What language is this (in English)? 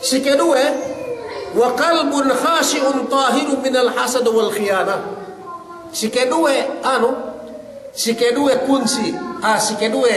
Yakan